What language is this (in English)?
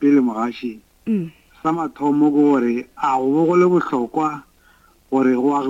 Northern Sotho